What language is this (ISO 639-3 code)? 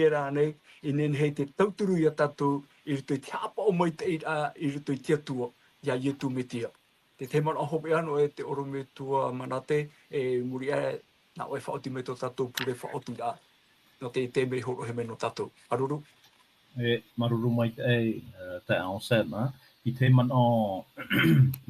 tah